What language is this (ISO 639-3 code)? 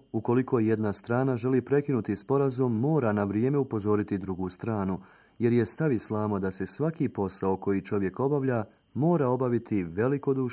bos